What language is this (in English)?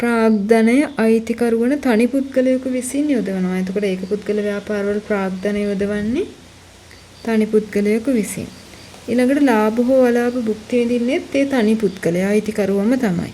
Sinhala